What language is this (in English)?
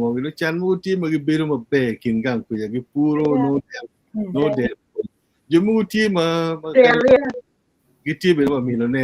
Acoli